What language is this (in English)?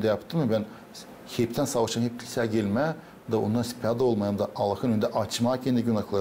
Gagauz